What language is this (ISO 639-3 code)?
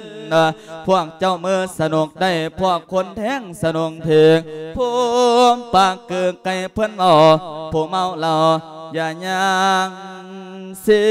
lao